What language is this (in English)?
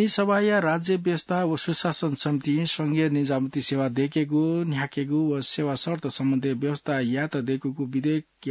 Newari